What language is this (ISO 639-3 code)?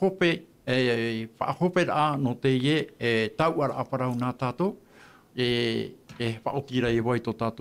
tah